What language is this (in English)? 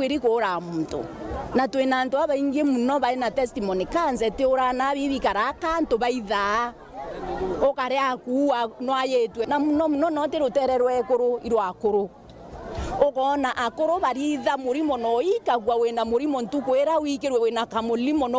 Meru